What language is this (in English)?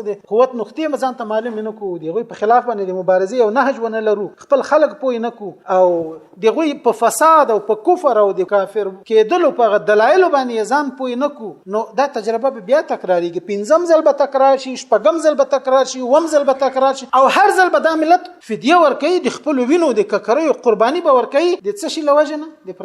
Pashto